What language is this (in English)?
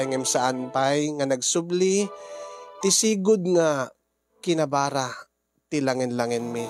Iloko